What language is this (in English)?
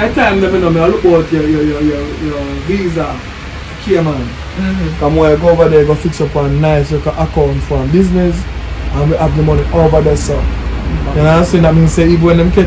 Jamaican Creole English